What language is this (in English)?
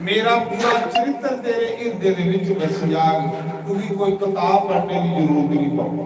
Dogri